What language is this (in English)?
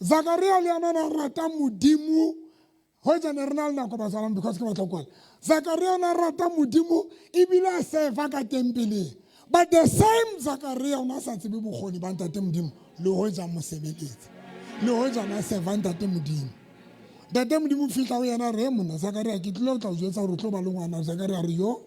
Southern Sotho